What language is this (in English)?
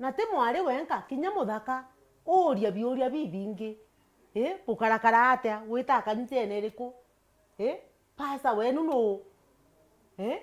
Meru